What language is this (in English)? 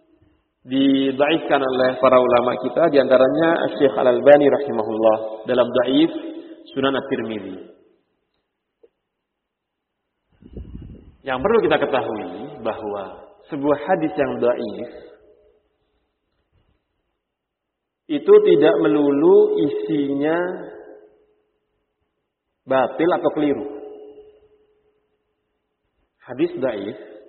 Indonesian